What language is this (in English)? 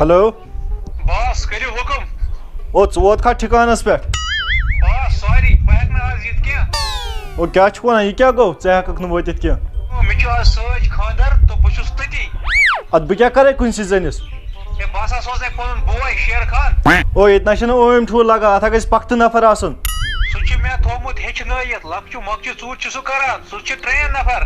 Kashmiri